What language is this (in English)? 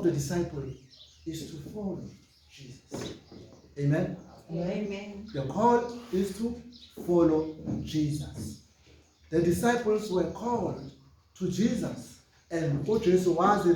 Zulu